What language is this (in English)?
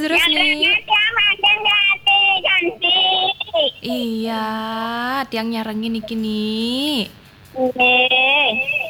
Balinese